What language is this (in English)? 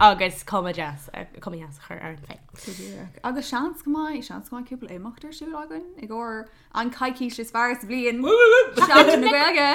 Irish